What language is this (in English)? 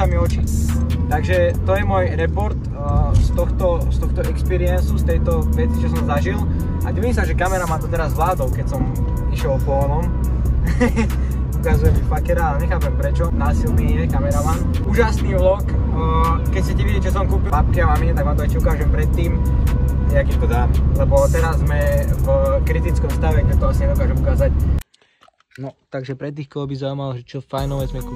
Slovak